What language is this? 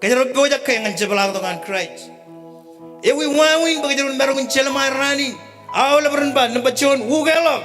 Marshallese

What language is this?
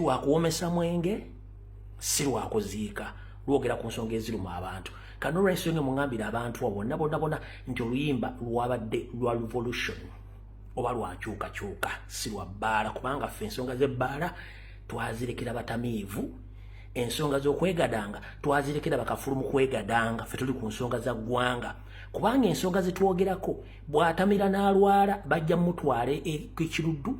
Ganda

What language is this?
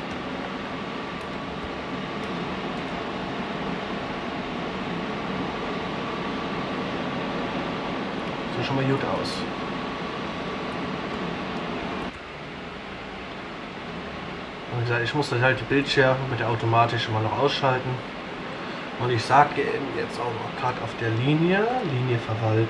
German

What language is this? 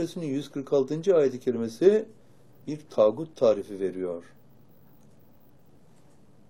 Turkish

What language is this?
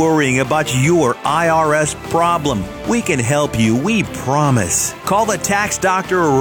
English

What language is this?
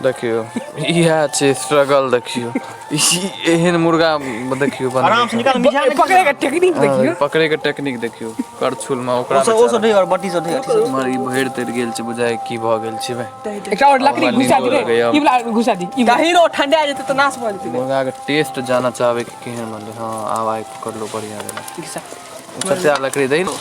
Maithili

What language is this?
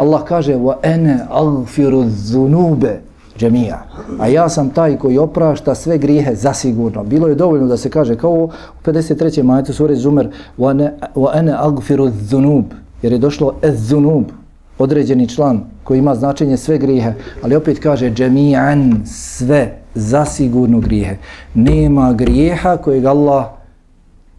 Bosnian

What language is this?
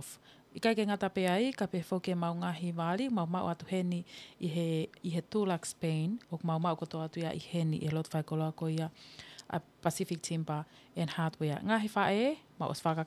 Tongan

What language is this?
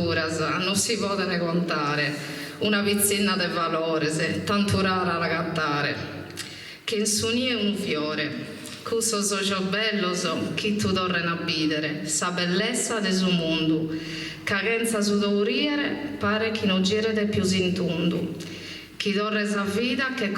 Sardinian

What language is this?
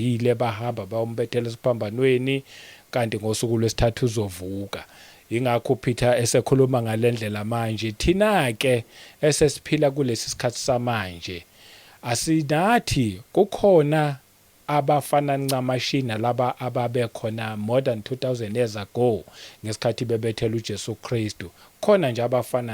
Zulu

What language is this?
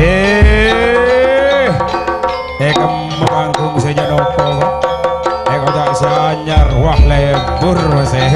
Madurese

